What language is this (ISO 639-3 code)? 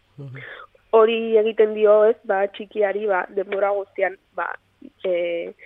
eus